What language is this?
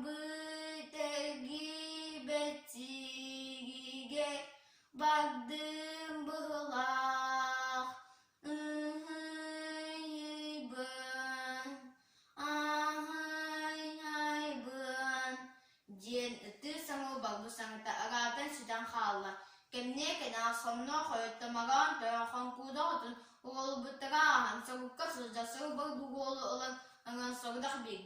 Yakut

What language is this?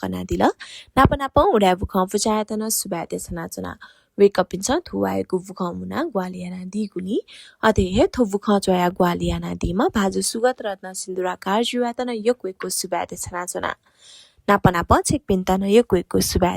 Newari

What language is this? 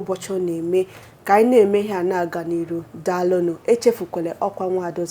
Igbo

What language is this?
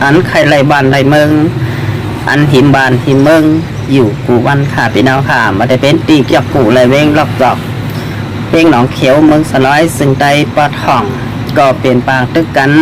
Shan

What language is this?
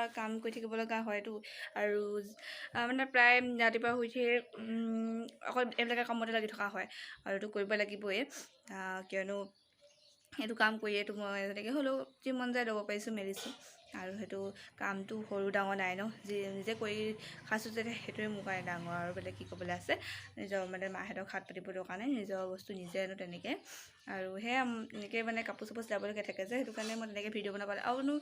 Assamese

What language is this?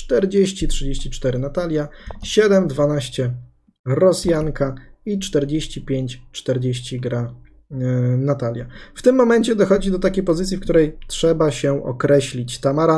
Polish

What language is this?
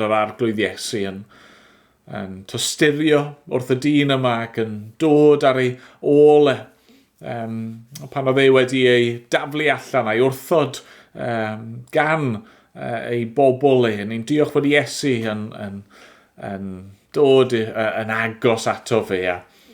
Welsh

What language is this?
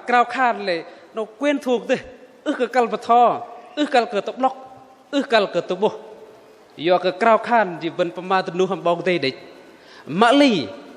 Bahnar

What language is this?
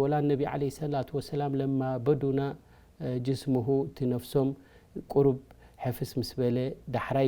Tigrinya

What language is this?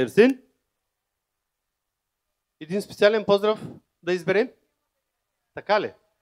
Bulgarian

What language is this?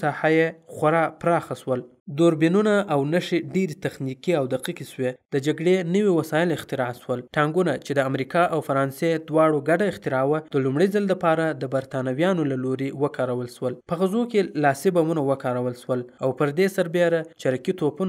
Pashto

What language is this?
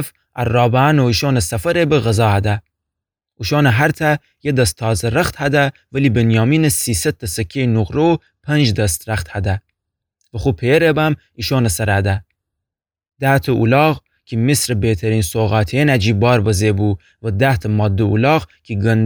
Gilaki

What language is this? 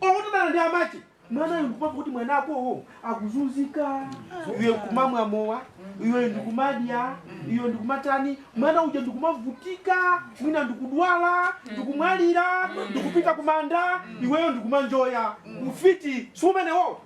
Nyanja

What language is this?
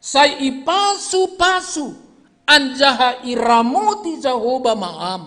Batak Simalungun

